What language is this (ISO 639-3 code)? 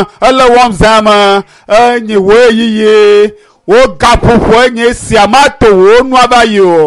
ewe